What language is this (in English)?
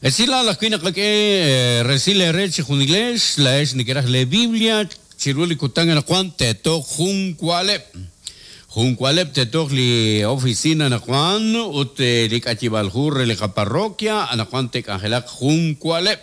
Kekchí